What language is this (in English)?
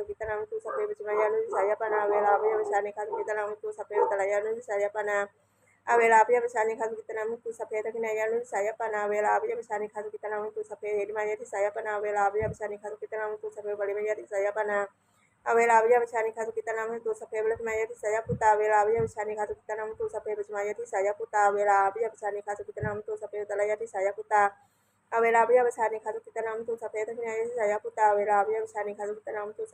Pali